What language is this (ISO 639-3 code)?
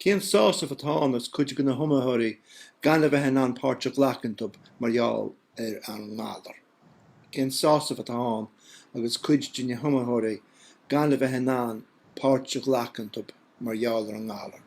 gle